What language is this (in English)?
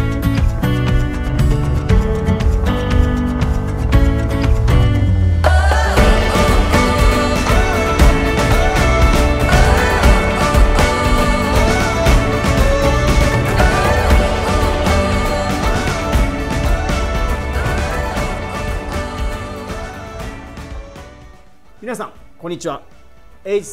Japanese